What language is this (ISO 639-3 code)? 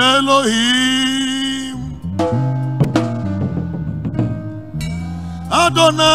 eng